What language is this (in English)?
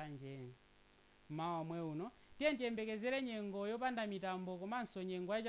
Nyanja